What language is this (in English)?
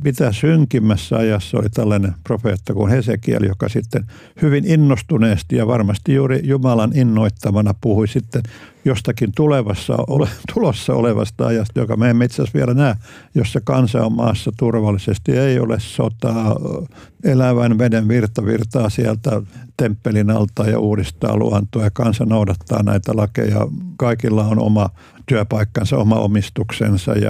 Finnish